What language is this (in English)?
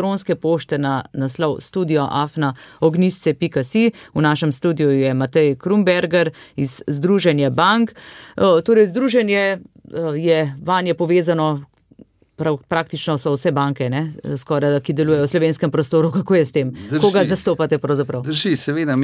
Slovenian